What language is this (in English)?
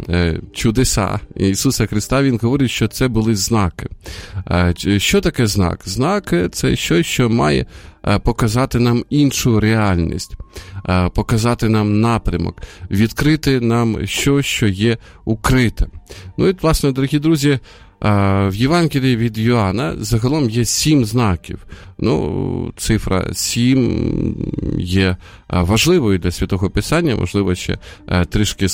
Ukrainian